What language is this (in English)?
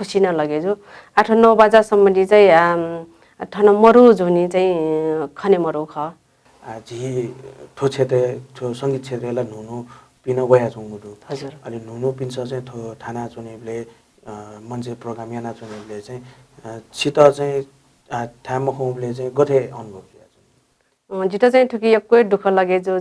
Newari